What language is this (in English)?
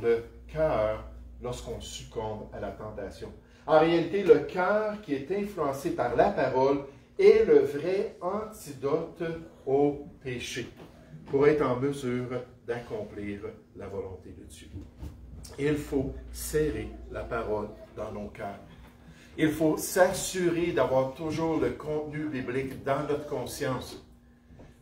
French